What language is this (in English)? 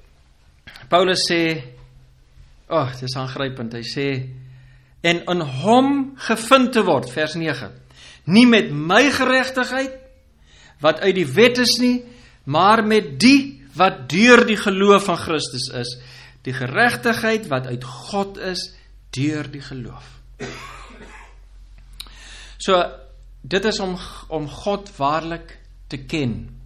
Afrikaans